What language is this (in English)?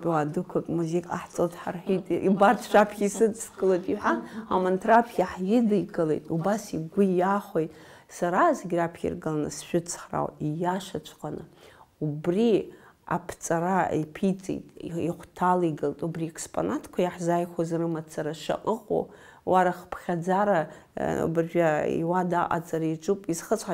Abkhazian